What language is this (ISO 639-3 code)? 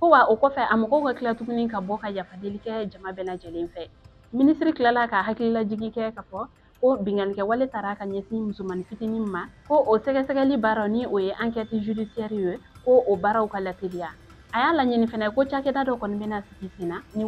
bam